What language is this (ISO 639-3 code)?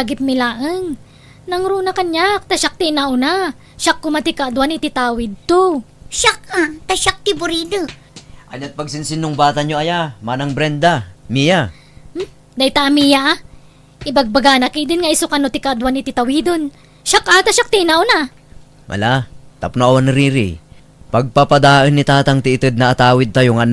ilo